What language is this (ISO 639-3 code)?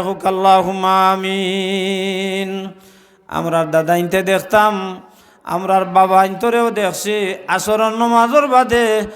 syl